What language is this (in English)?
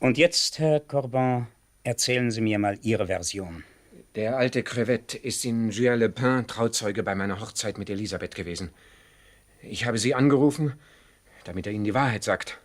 Swiss German